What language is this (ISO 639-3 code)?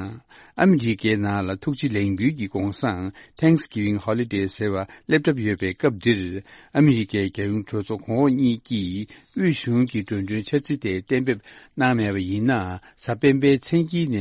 bod